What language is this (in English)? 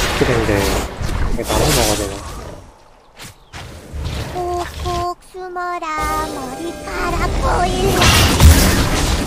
Korean